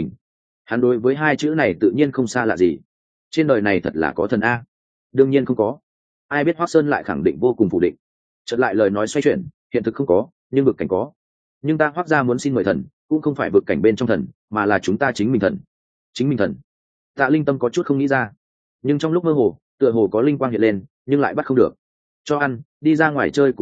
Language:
Vietnamese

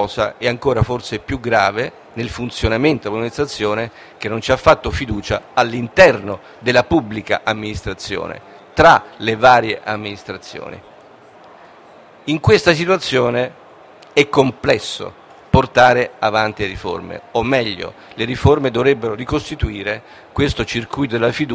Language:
Italian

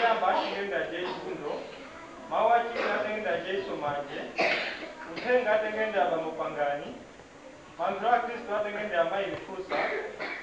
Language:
Nyanja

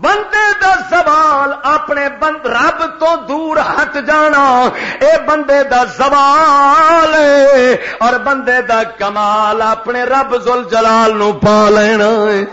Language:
Western Panjabi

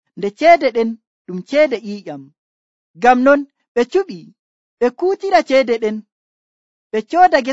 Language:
Nigerian Fulfulde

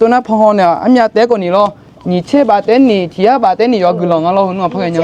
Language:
Akha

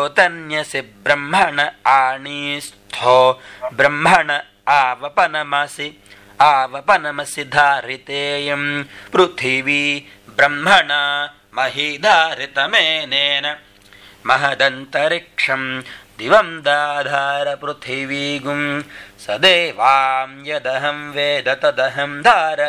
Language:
Sanskrit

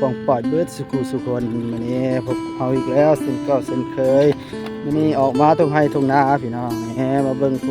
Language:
Northeastern Thai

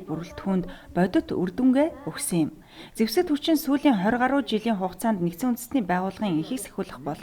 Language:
Mongolian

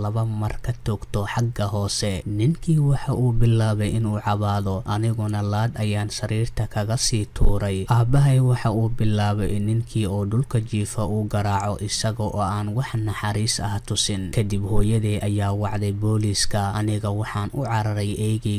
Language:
Somali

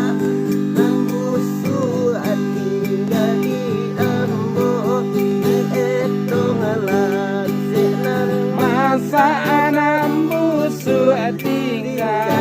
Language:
Minangkabau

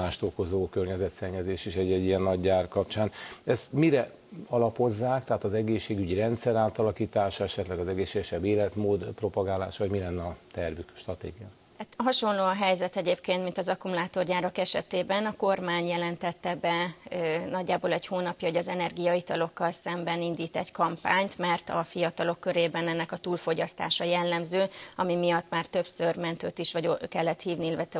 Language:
Hungarian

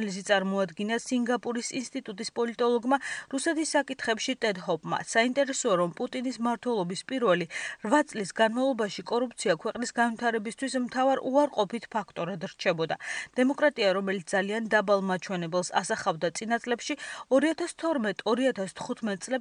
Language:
Georgian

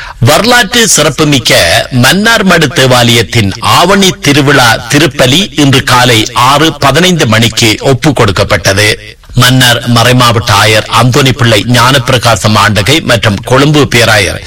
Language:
Tamil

